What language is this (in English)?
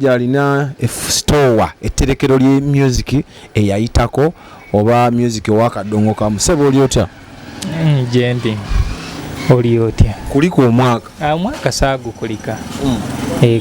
Ganda